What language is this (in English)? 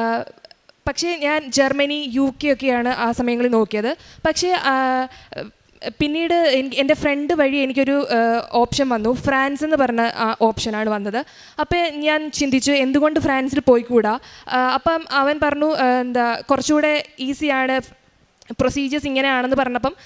Malayalam